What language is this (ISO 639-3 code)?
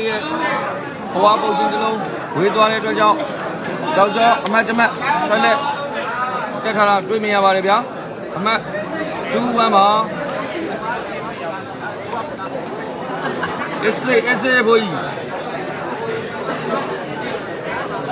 mya